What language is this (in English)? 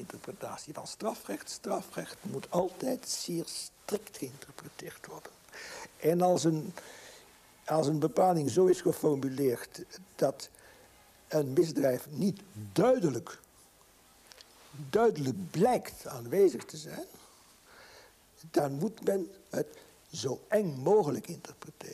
Dutch